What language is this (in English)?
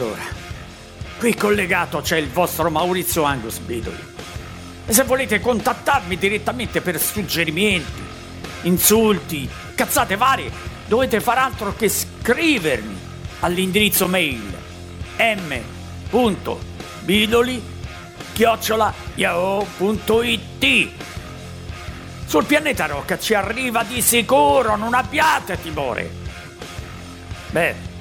Italian